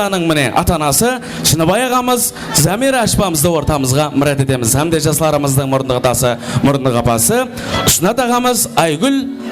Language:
Kara-Kalpak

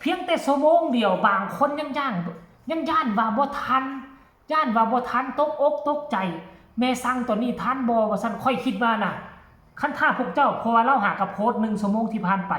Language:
Northeastern Thai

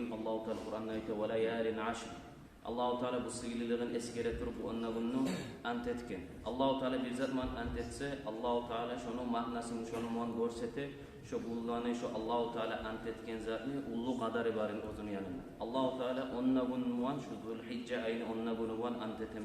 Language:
Kumyk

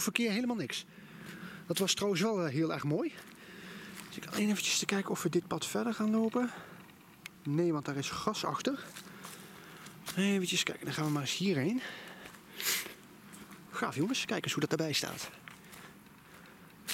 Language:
Dutch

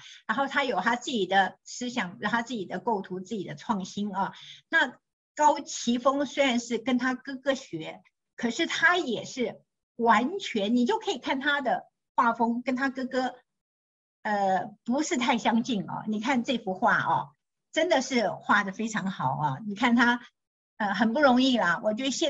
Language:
Chinese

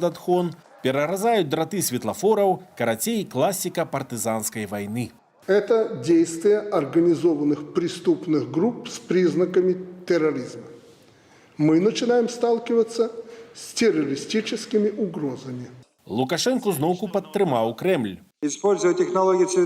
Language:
Belarusian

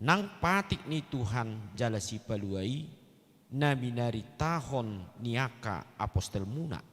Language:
Batak Toba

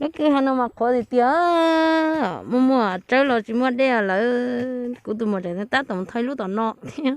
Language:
Hmong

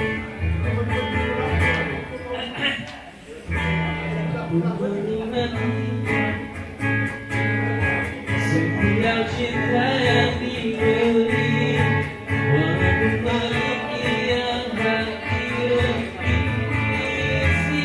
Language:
Malay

